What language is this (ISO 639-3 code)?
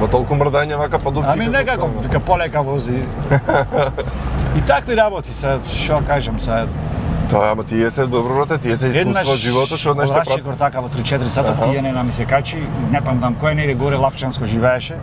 mkd